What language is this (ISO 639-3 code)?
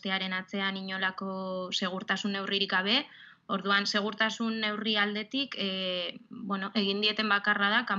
eus